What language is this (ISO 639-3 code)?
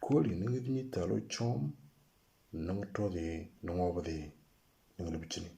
mor